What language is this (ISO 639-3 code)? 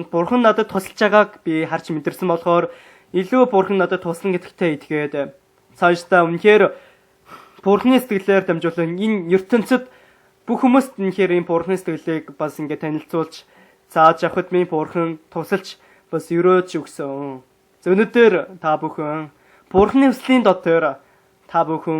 mon